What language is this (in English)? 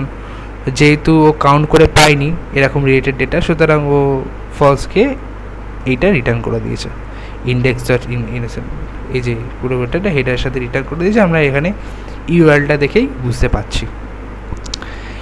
Bangla